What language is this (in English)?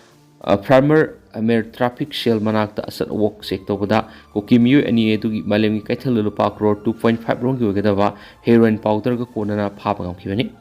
Manipuri